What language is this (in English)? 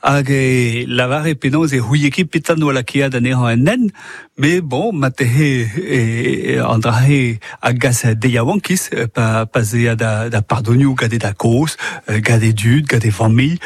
Breton